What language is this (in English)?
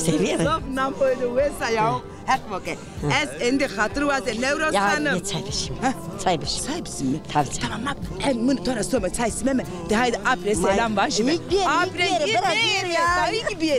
Zaza